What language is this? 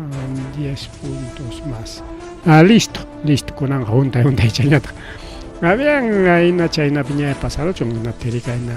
Ayacucho Quechua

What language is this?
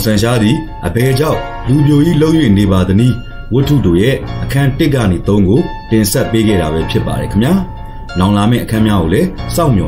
Burmese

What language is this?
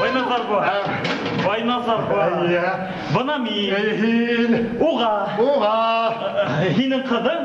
Bashkir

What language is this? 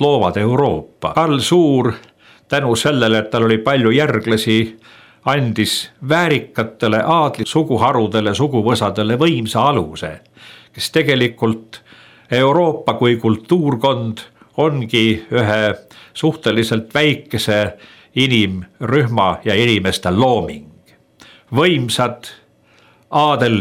Estonian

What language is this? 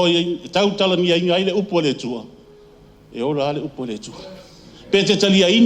Samoan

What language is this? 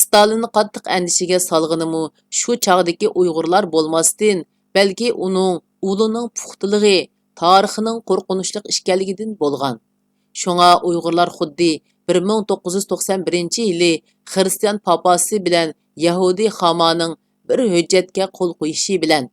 Uyghur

